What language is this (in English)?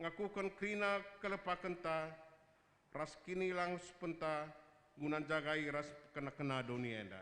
Batak Karo